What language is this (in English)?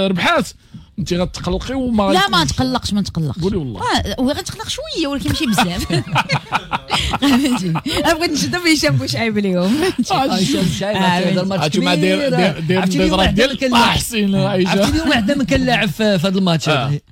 Moroccan Arabic